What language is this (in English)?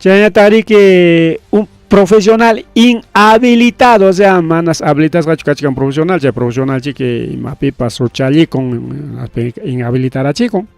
Ayacucho Quechua